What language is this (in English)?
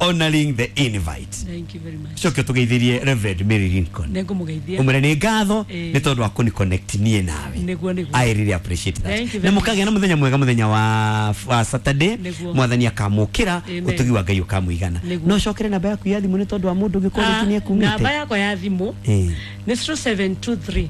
Kikuyu